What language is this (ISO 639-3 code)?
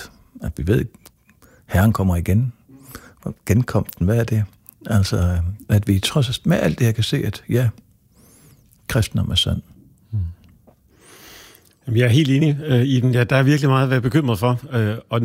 dan